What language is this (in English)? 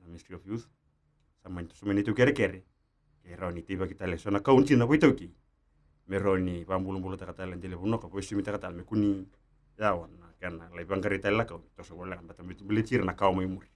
Fijian